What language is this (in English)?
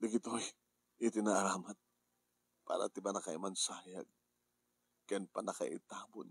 Iloko